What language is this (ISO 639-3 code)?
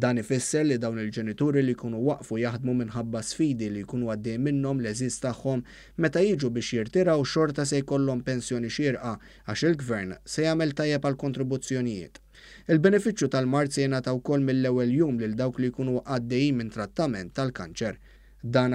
mlt